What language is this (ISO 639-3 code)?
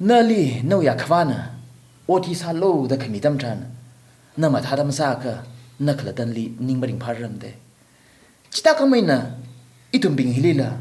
nmf